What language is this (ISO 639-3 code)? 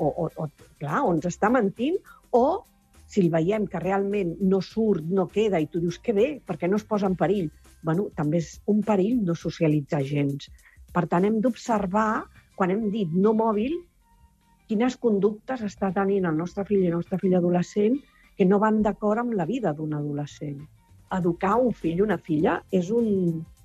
cat